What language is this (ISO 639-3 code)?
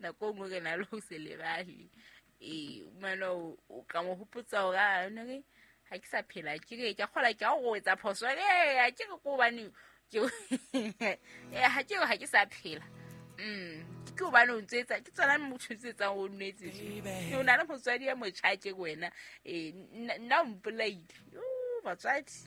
sot